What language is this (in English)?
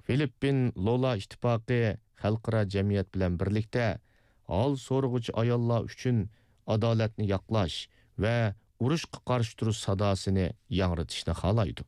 Uyghur